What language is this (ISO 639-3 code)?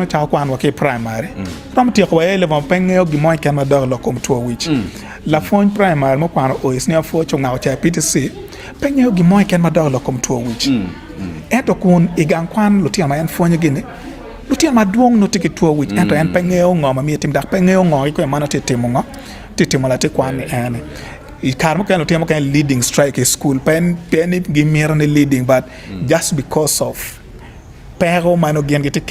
ach